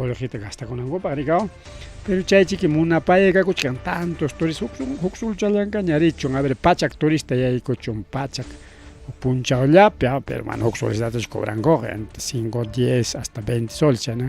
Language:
Ayacucho Quechua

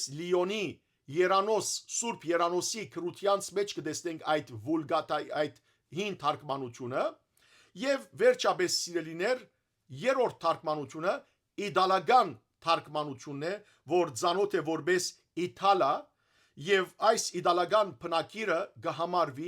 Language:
Western Armenian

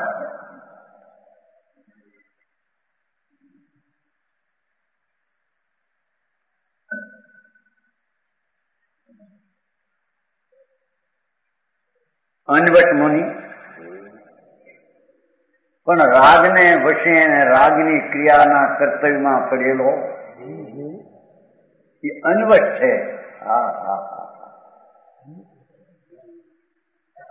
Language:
Gujarati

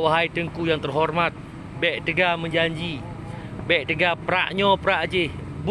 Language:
Achinese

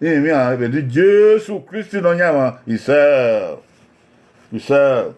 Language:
Bini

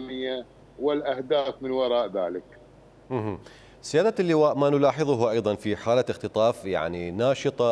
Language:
Mesopotamian Arabic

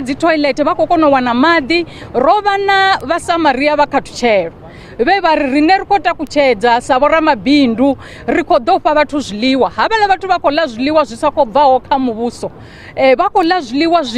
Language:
Venda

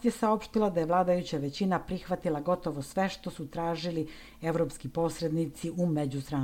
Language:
Serbian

